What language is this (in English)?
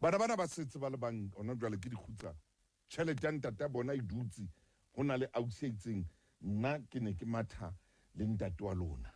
Southern Sotho